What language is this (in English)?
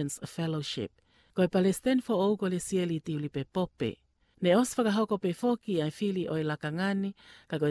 Tongan